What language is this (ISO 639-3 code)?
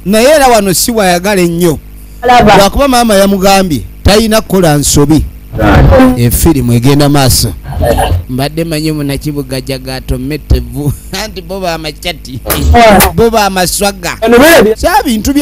lug